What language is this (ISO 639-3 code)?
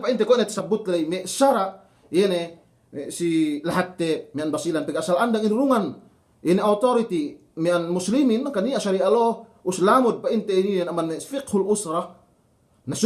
yka